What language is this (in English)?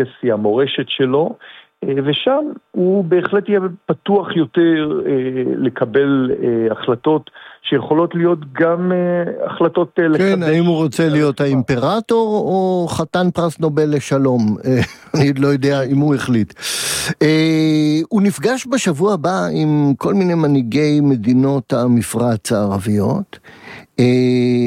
Hebrew